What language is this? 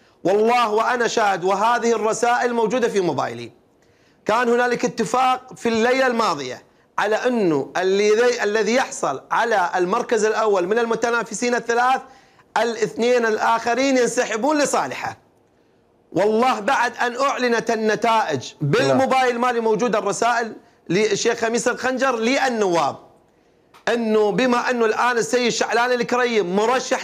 Mesopotamian Arabic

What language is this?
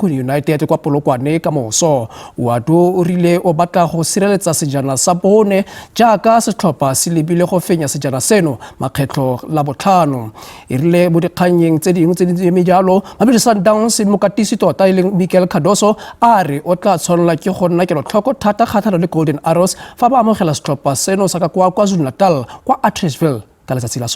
Tswana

